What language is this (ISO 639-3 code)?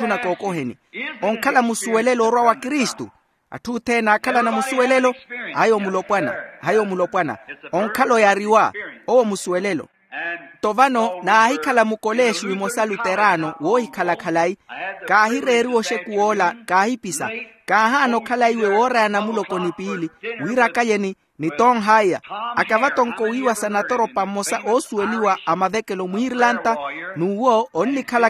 vmw